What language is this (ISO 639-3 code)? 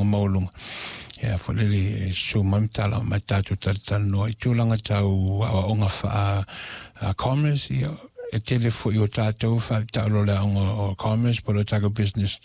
smo